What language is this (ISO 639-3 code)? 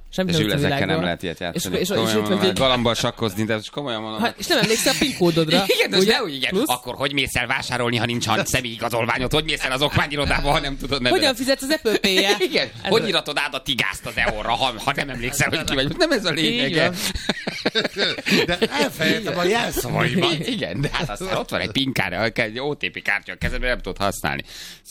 hun